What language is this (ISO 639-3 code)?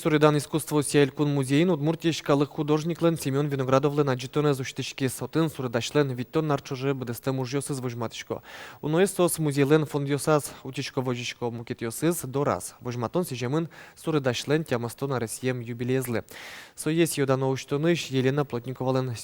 udm